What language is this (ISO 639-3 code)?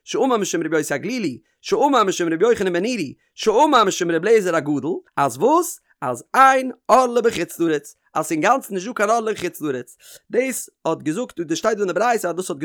yid